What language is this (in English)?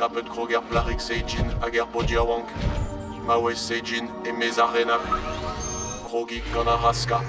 Breton